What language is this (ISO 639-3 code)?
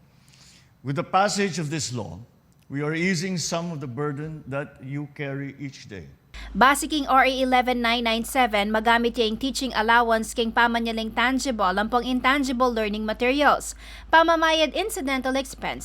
pam